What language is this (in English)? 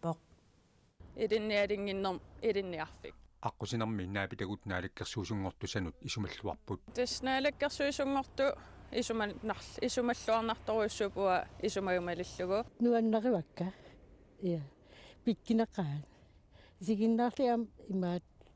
Kalaallisut